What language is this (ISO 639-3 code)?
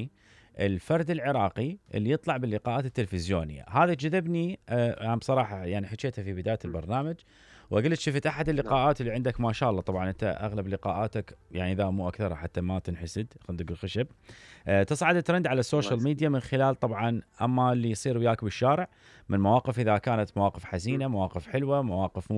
acm